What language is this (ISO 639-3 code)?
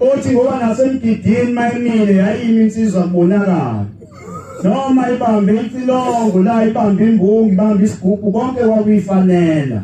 zul